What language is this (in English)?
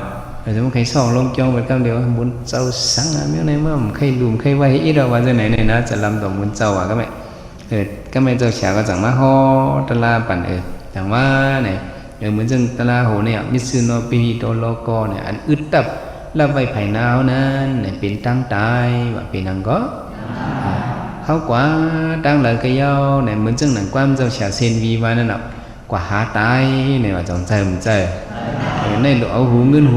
Shan